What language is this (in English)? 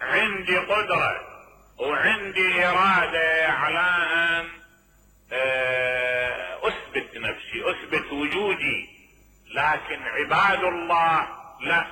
Mesopotamian Arabic